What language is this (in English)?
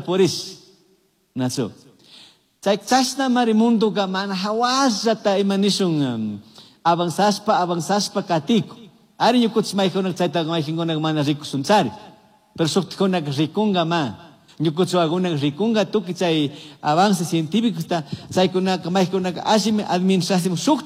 Chimborazo Highland Quichua